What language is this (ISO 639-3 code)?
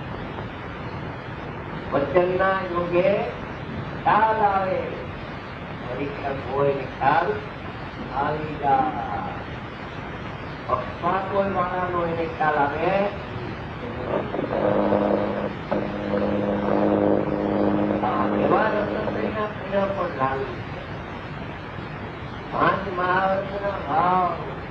guj